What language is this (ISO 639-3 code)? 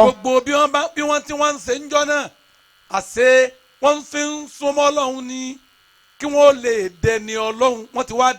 yor